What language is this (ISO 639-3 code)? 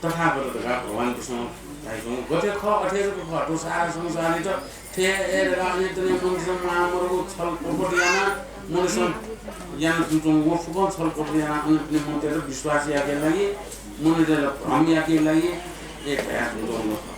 new